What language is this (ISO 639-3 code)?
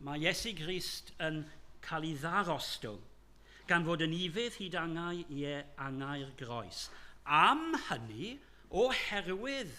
cym